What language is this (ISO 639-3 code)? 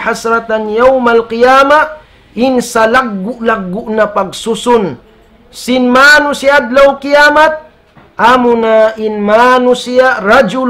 tsg